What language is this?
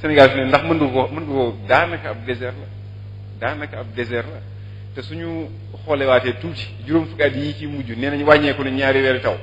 Wolof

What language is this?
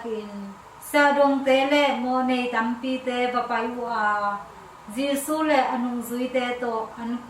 Tedim Chin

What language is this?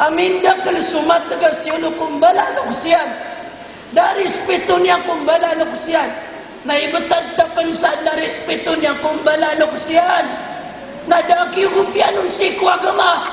Maranao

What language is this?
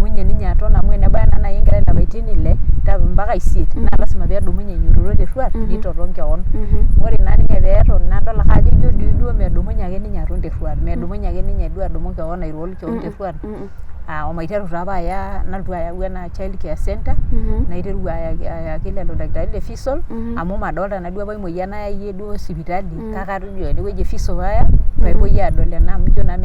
Masai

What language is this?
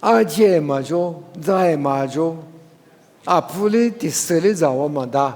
Lisu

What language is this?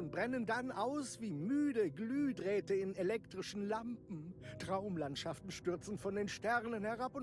Bavarian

